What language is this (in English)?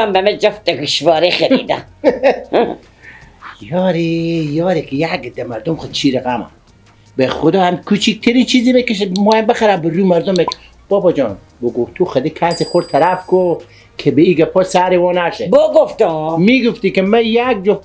Persian